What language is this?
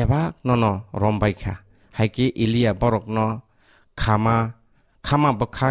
Kok Borok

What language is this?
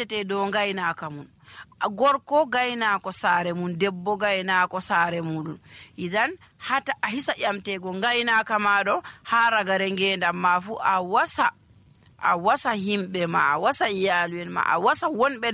Nigerian Fulfulde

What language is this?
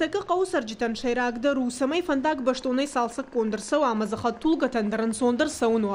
Ossetic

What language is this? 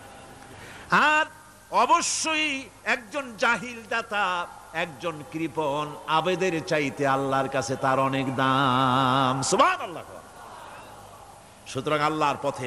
Bangla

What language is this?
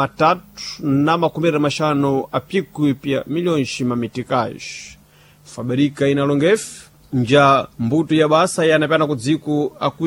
Sena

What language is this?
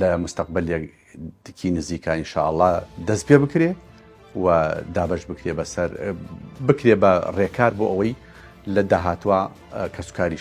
Central Kurdish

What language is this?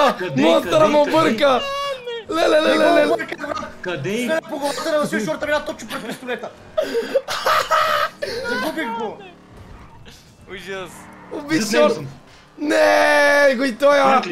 Bulgarian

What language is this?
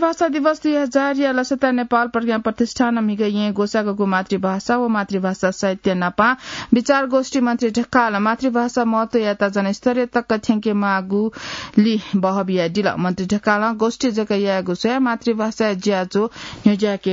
Newari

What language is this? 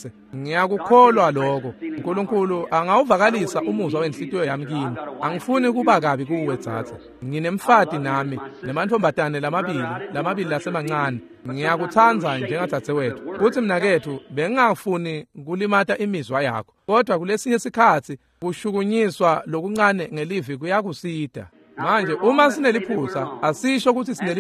Swati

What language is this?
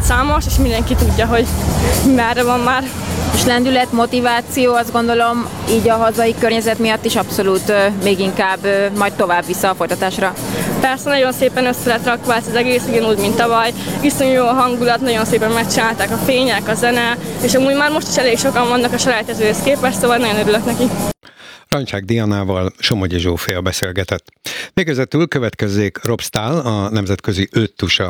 Hungarian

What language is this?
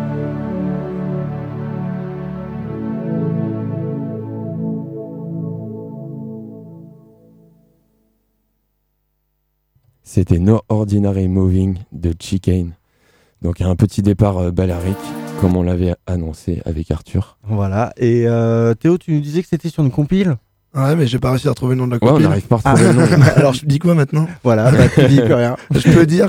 French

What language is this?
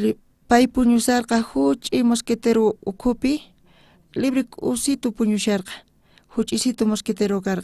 South Bolivian Quechua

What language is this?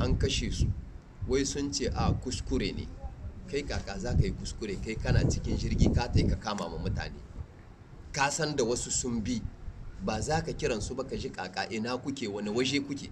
Hausa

